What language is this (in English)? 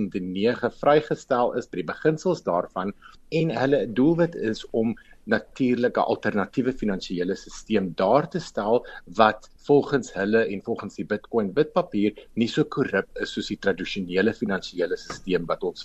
Afrikaans